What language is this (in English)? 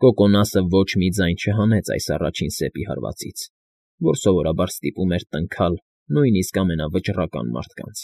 Armenian